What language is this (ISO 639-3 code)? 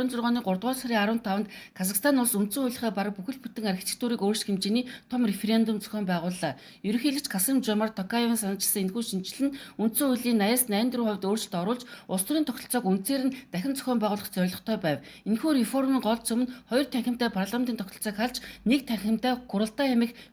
mon